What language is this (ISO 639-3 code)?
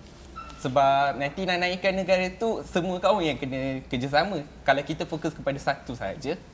msa